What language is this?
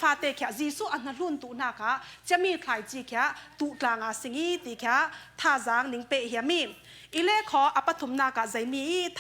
Falam Chin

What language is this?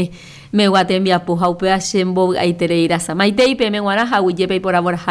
Guarani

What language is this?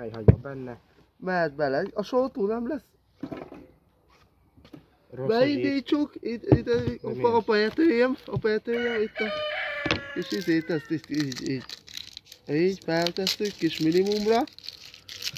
Hungarian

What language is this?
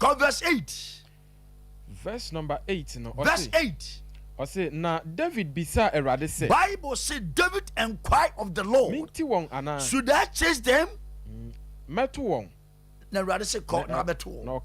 Akan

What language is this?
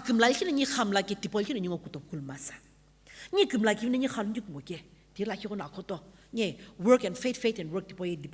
Sumi Naga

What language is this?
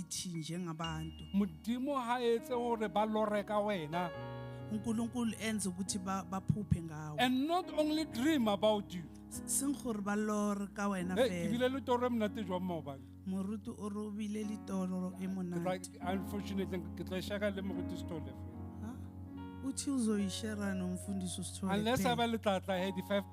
Southern Sotho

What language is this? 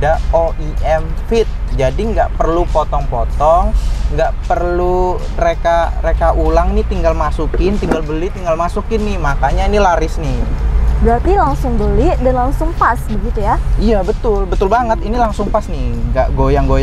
Indonesian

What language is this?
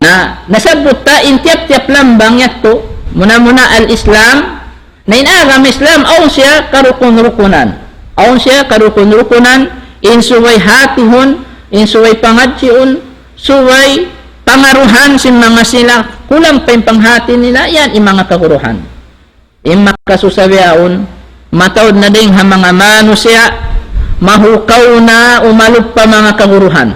Tausug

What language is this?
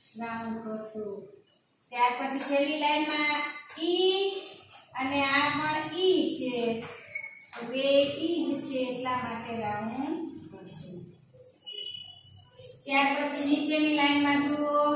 Gujarati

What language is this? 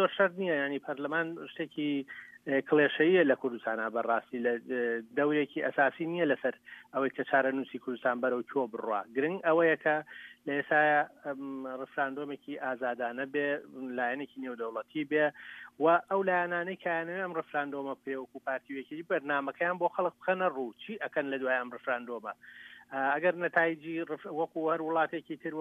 Central Kurdish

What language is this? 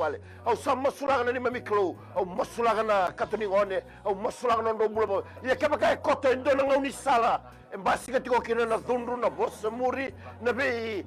Fijian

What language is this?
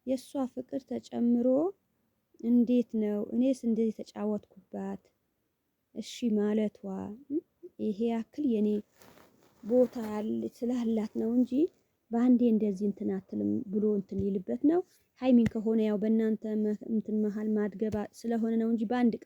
Amharic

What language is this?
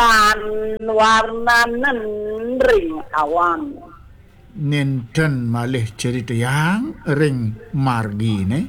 Balinese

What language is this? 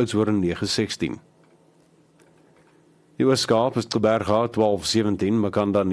Afrikaans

